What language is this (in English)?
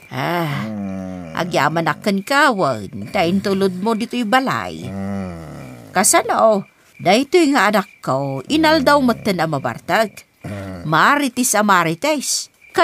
Iloko